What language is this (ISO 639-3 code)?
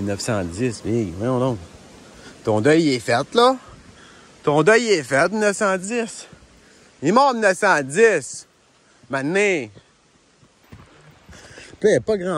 fra